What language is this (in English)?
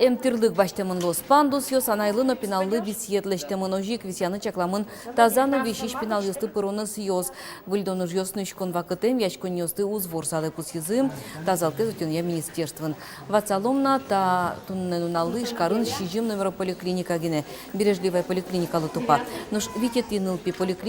Udmurt